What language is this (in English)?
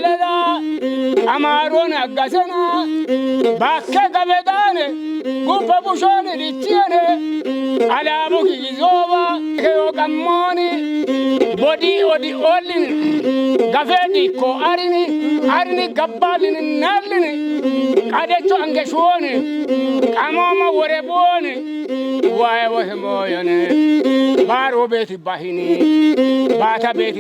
Kafa